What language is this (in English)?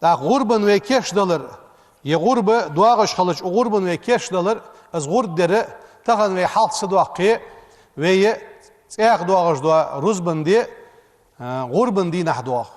Ingush